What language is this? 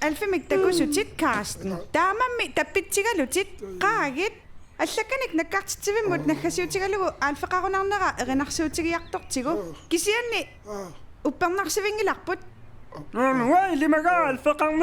Kalaallisut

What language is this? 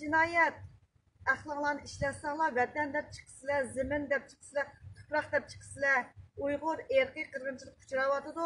Uyghur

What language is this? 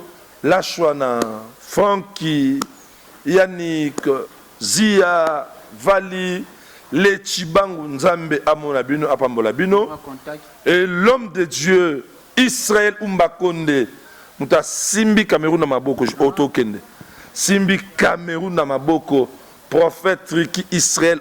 Lingala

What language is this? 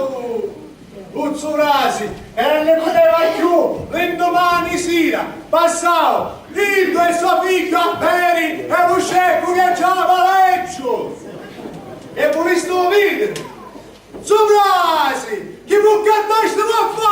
Sicilian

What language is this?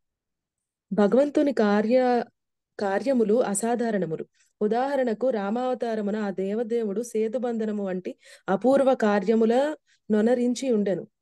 Telugu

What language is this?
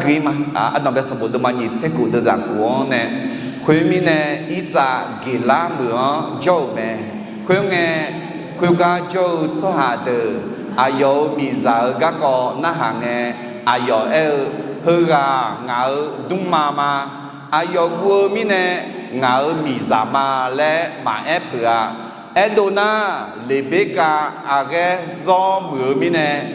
Akha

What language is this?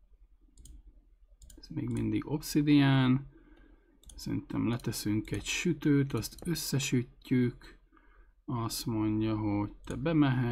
Hungarian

